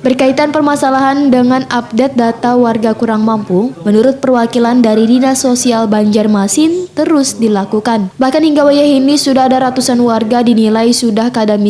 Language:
Banjar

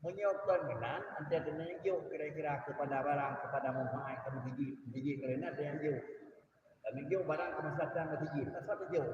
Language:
Achinese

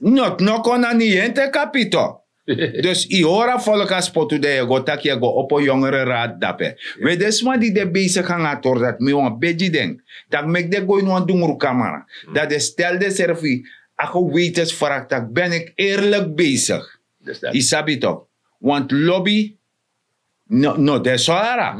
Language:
Sranan Tongo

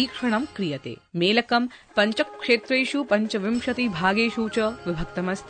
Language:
Sanskrit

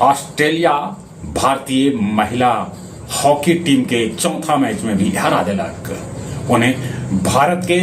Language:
Magahi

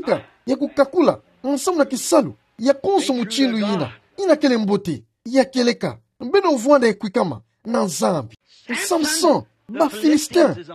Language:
Kituba (Democratic Republic of Congo)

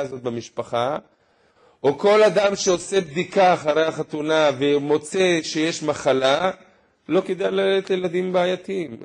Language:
Hebrew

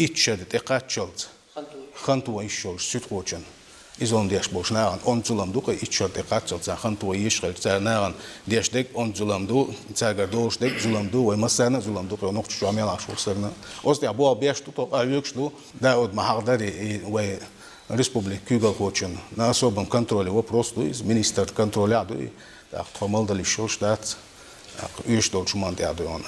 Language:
Chechen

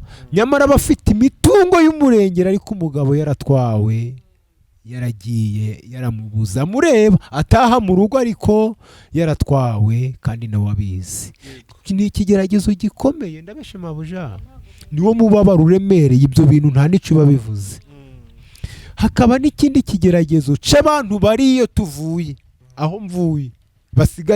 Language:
Kinyarwanda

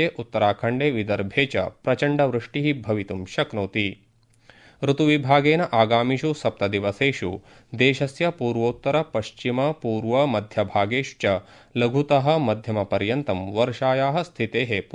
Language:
Sanskrit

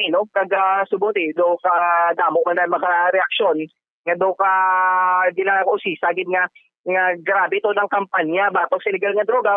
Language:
Hiligaynon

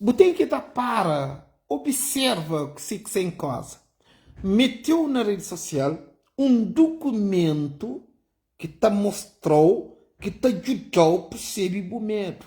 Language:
Kabuverdianu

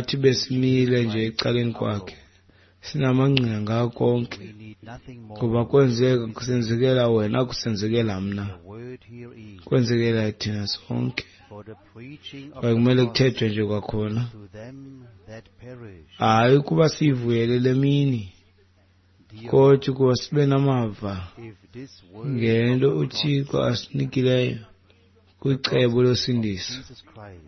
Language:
Xhosa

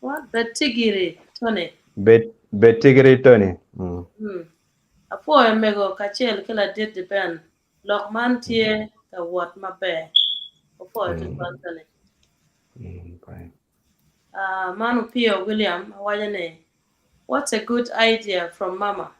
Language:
Acoli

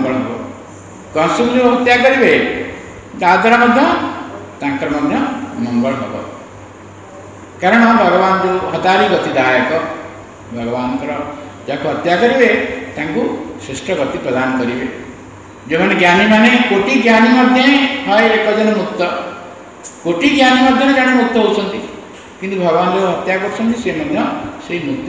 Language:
Odia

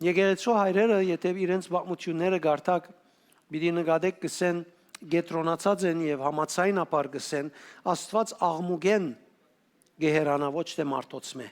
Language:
Western Armenian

